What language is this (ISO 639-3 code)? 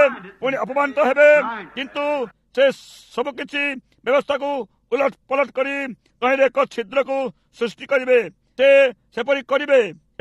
ori